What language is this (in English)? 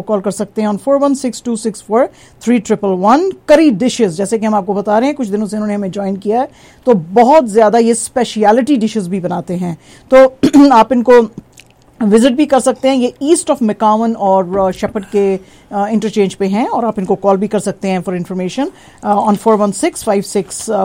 Hindi